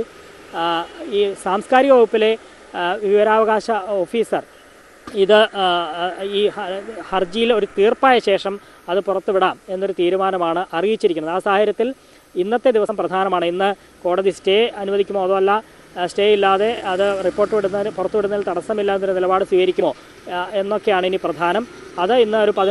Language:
Malayalam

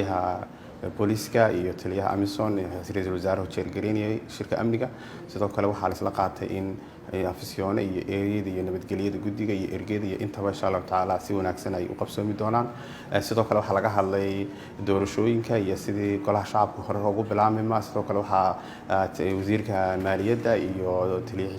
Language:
Somali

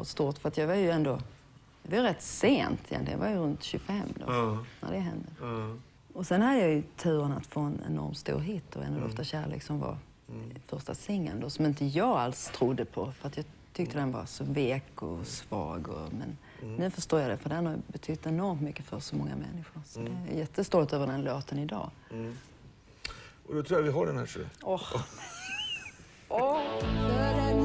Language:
Swedish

